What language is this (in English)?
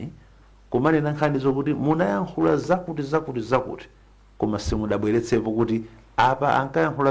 Nyanja